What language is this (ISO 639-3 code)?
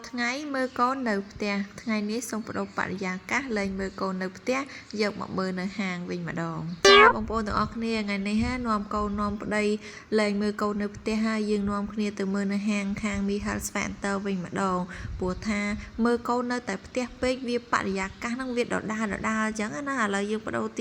khm